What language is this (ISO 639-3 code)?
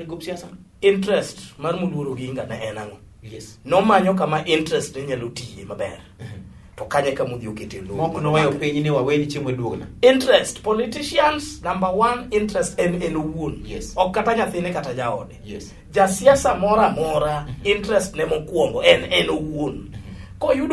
luo